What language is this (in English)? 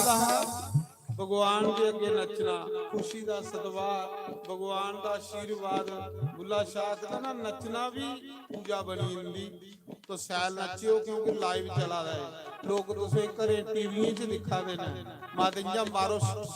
Dogri